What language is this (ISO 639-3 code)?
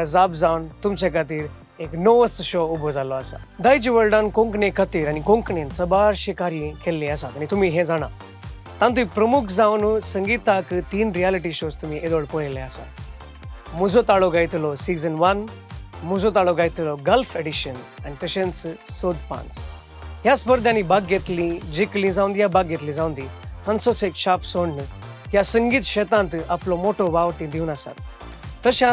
kok